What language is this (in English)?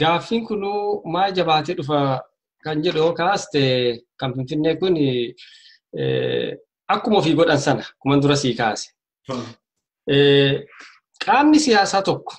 Oromo